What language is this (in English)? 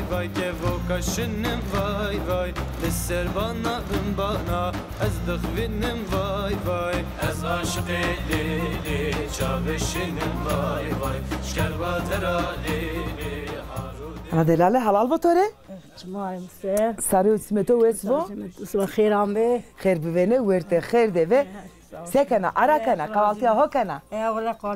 Zaza